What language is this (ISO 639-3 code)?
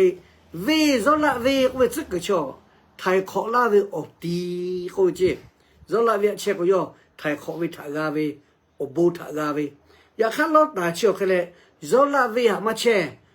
lhu